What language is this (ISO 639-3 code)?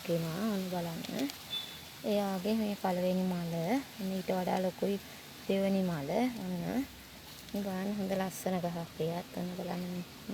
sin